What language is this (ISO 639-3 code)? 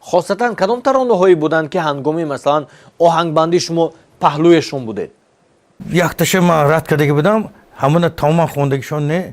tgk